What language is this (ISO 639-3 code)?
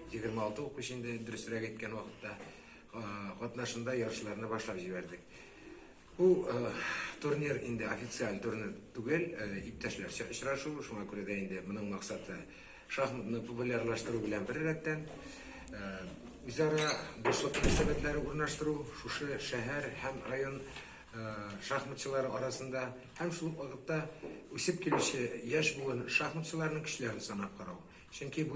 tat